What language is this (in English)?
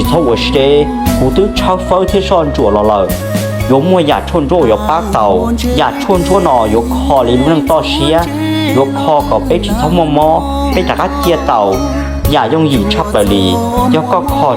Hmong